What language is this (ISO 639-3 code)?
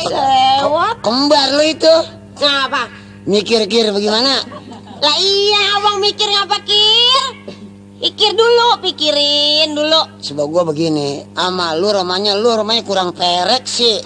bew